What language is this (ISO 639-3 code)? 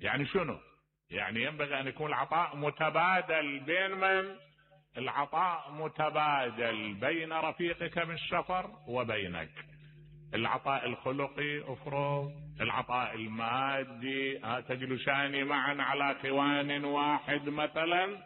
acm